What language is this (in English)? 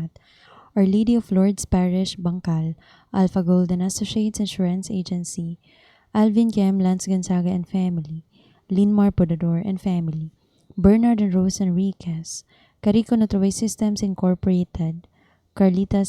Cebuano